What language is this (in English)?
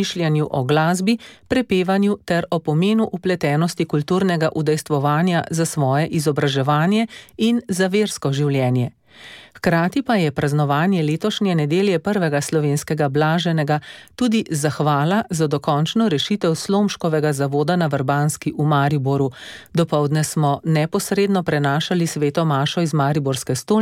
Slovenian